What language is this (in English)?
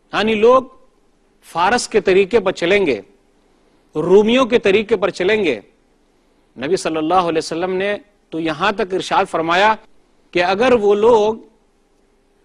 Urdu